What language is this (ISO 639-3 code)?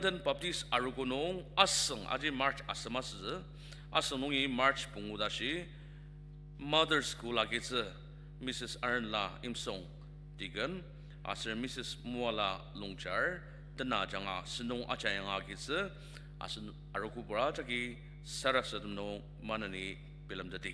njo